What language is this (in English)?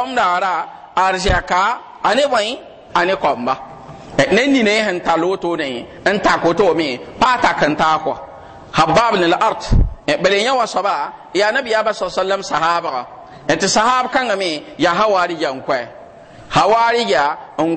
Mossi